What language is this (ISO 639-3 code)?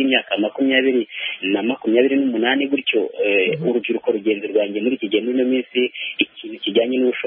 kin